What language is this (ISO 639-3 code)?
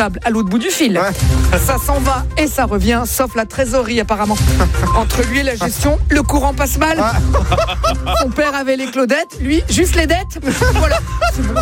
fra